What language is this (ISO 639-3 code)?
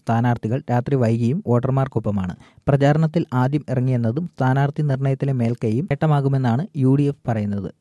mal